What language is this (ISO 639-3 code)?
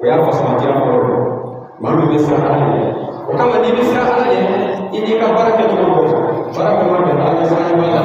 bam